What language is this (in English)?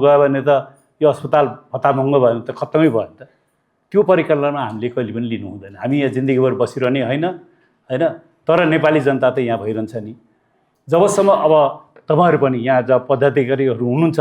Nepali